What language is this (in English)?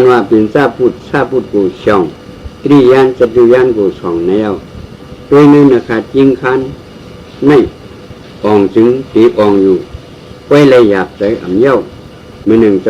Shan